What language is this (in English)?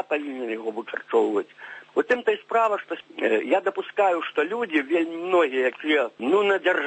Belarusian